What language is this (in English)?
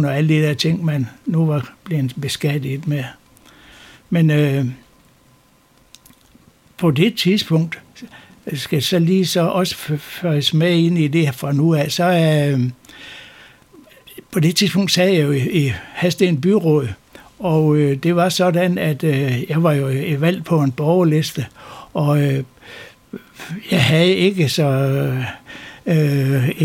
Danish